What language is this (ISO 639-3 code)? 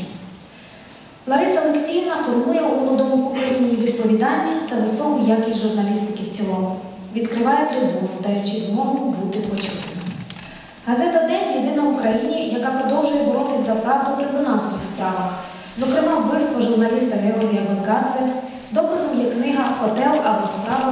ukr